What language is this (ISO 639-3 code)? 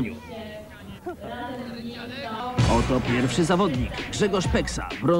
pol